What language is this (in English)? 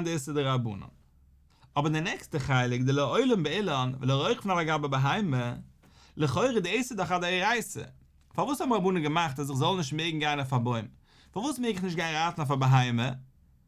Yiddish